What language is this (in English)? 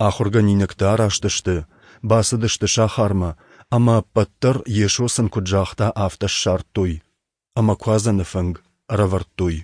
Ossetic